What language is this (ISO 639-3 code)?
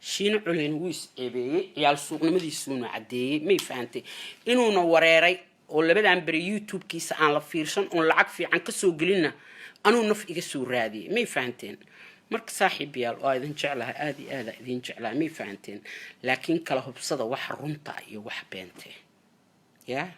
som